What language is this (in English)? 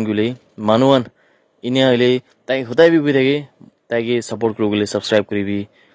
Naga Pidgin